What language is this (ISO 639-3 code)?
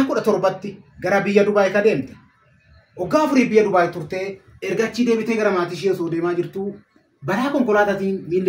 orm